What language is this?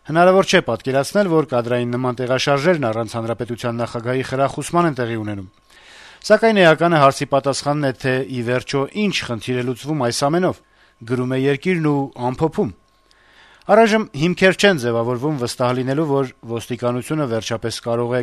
Armenian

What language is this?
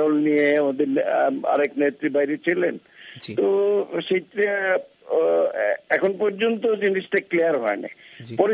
Bangla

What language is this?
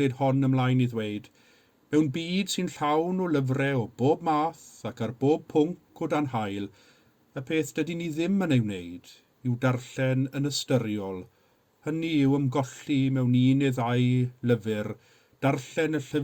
Welsh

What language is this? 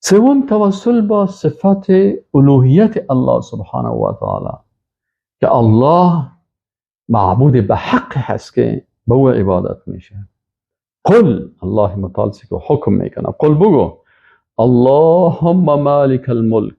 Persian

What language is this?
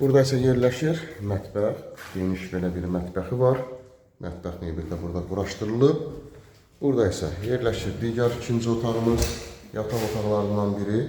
Azerbaijani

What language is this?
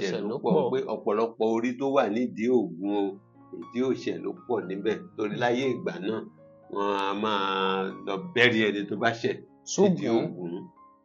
Yoruba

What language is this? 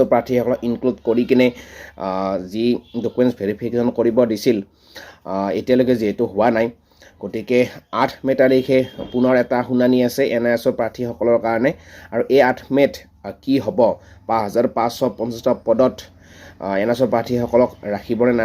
Assamese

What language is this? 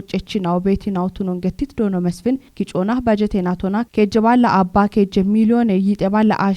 Kafa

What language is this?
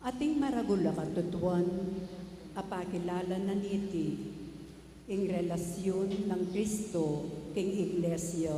Pampanga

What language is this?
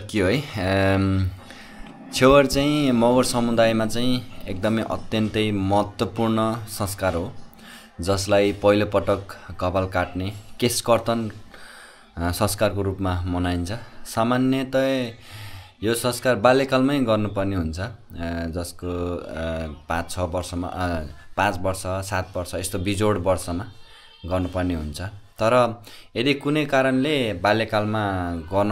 Nepali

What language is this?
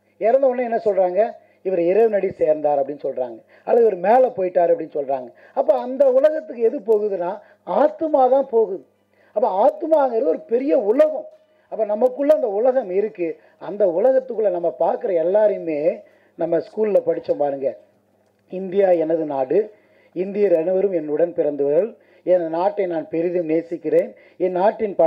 Tamil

